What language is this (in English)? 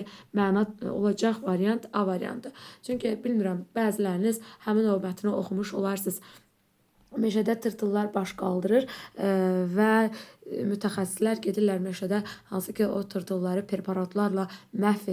Azerbaijani